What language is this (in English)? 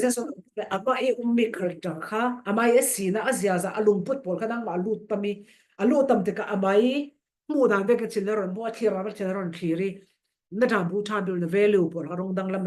Falam Chin